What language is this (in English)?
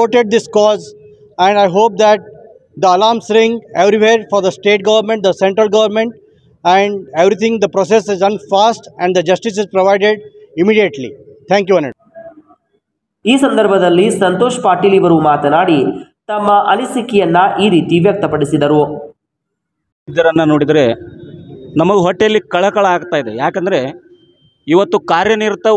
Kannada